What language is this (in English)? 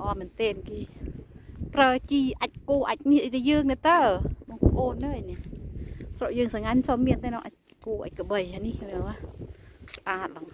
Khmer